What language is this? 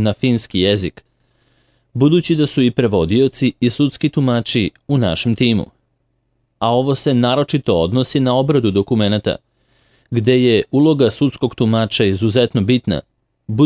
Serbian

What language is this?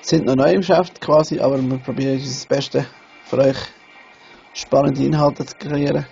Swiss German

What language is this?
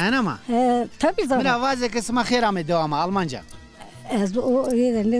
Zaza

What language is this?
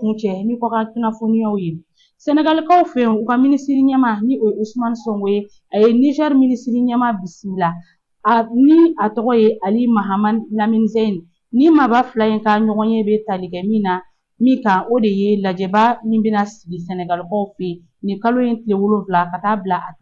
Bambara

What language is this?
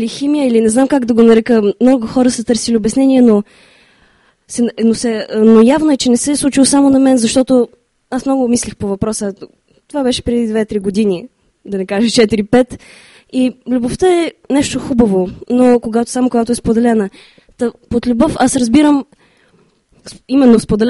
Bulgarian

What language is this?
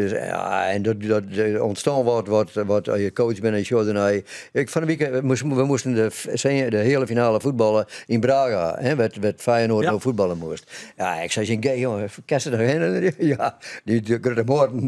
Western Frisian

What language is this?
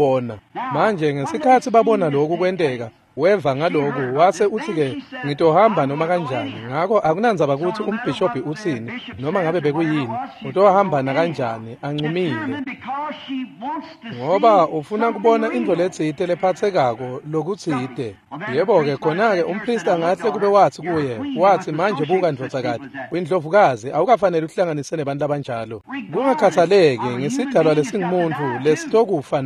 Swati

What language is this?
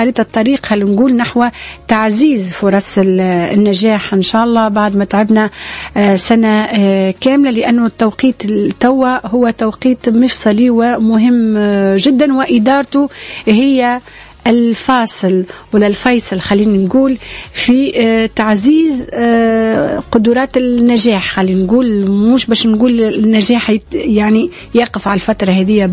Tunisian Arabic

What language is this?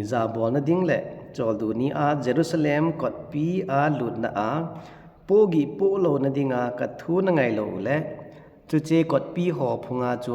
Thado Chin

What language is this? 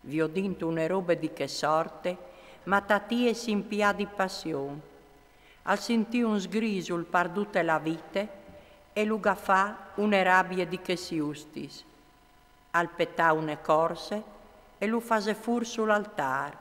Friulian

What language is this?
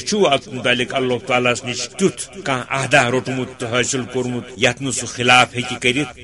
Kashmiri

